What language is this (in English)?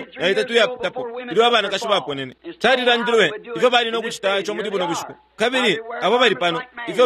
Bemba